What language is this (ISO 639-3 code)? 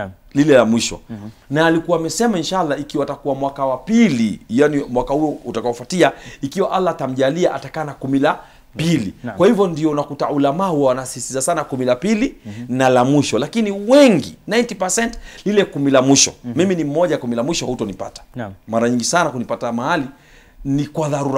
swa